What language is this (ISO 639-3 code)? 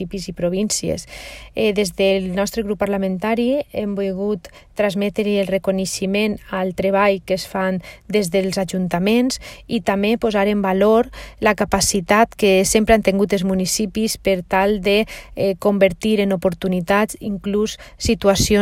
cat